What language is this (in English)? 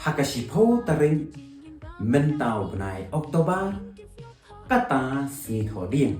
Khasi